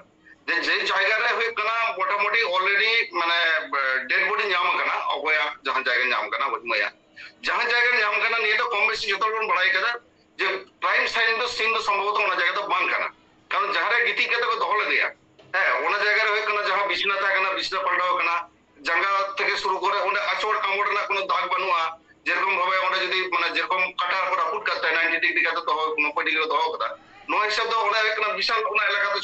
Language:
Santali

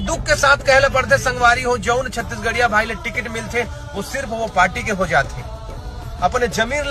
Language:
Chhattisgarhi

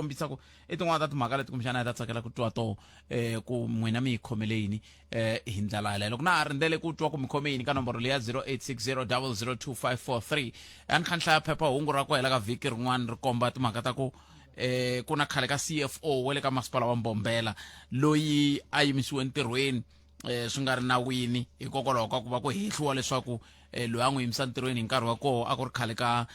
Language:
Tsonga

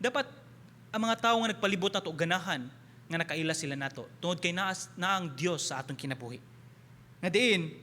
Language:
Cebuano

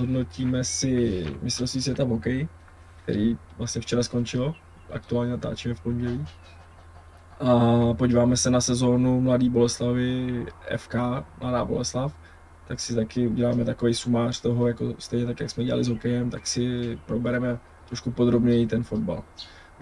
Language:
Czech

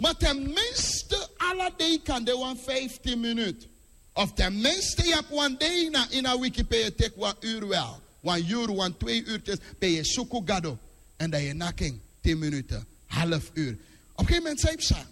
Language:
Sranan Tongo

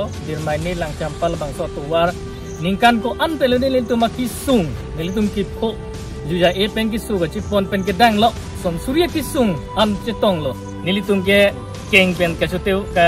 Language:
Karbi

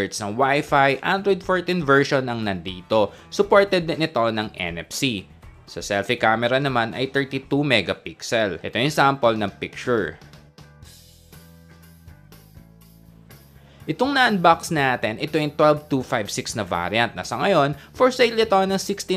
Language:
Filipino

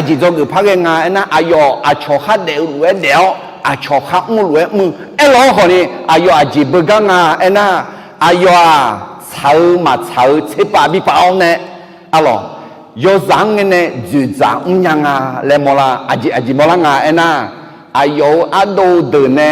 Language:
Akha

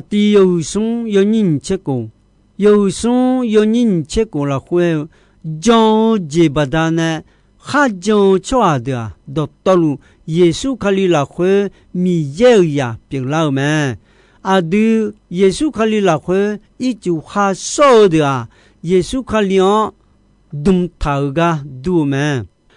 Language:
Akha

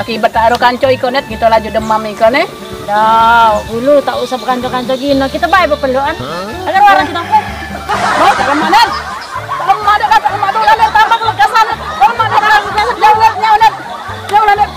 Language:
Musi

